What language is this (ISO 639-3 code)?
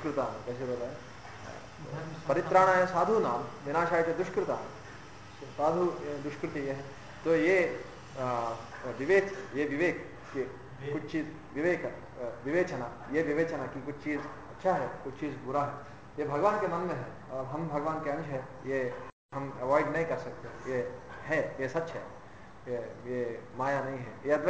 hin